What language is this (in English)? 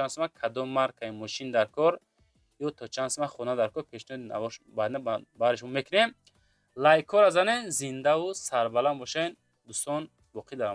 Tajik